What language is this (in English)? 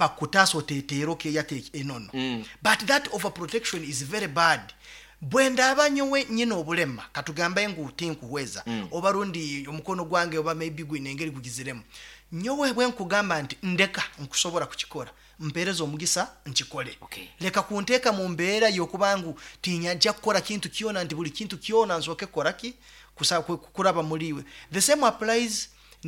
Nyankole